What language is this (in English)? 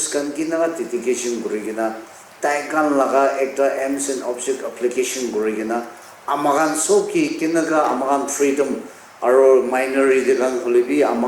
Naga Pidgin